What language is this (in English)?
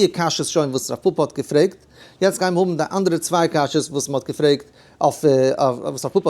Yiddish